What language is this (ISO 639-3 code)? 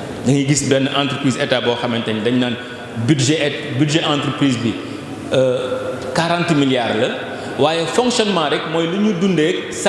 wol